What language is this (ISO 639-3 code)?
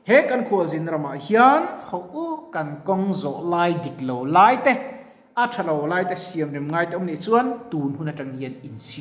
lus